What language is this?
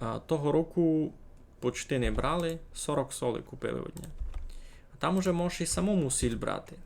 Rusyn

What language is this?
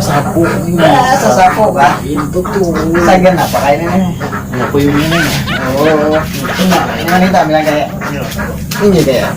Banjar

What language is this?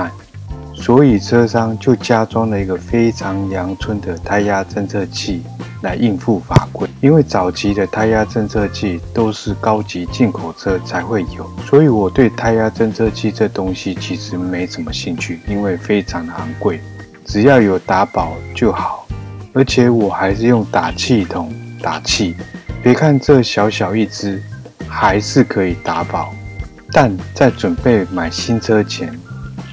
Chinese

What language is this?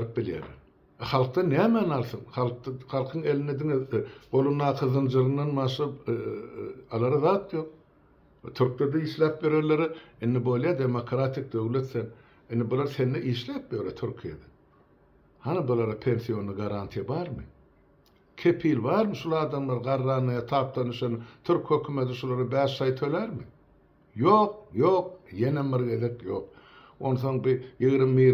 Turkmen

